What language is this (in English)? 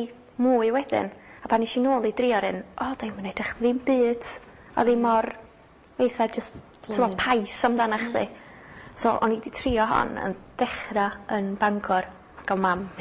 Welsh